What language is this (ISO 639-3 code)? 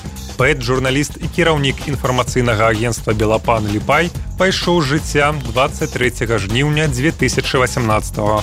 bel